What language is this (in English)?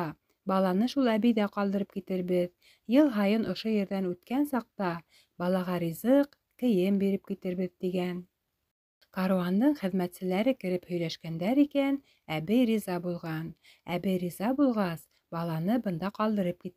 Bashkir